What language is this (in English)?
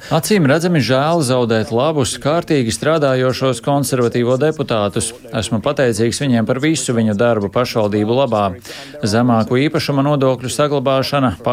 Latvian